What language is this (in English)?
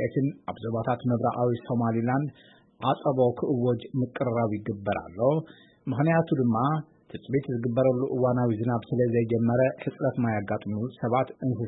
Tigrinya